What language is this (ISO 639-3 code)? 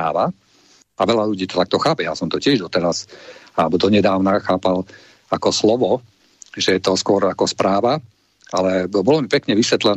slk